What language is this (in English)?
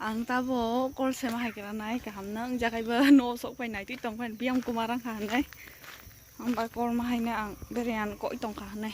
Kok Borok